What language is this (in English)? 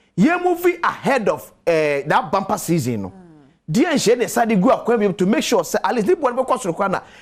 Akan